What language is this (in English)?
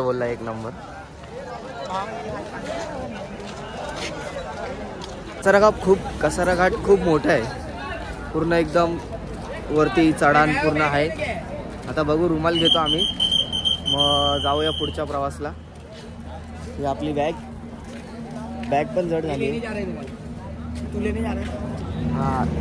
Marathi